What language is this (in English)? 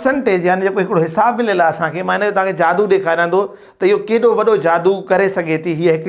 Sindhi